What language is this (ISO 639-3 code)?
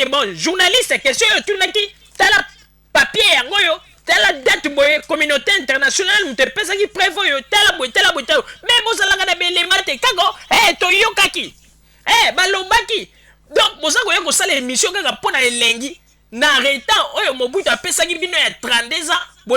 lin